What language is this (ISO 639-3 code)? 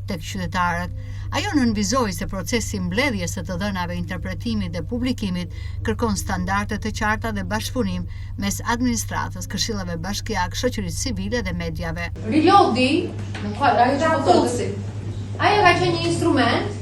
sqi